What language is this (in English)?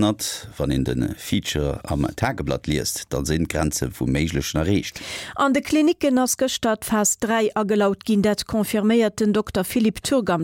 Luxembourgish